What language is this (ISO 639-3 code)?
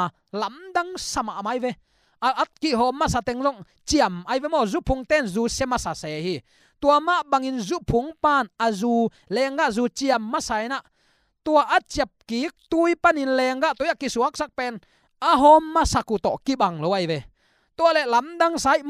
ctd